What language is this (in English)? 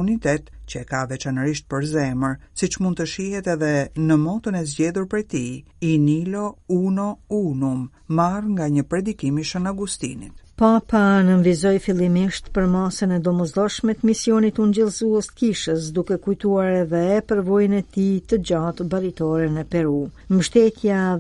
Albanian